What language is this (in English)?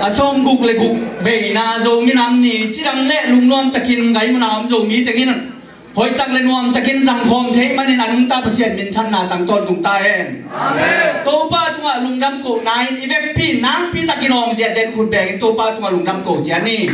Tedim Chin